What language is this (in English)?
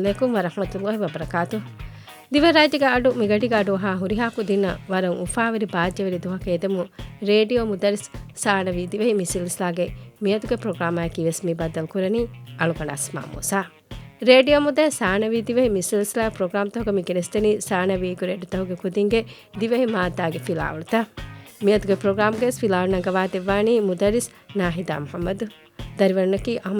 Divehi